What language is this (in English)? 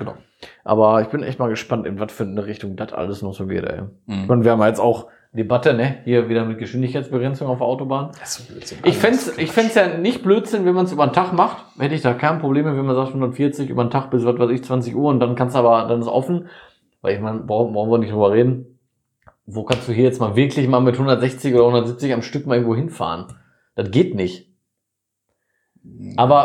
German